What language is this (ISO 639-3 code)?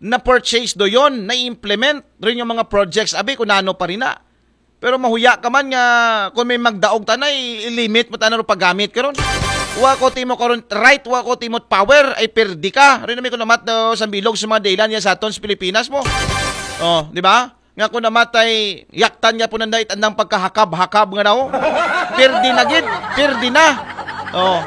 akl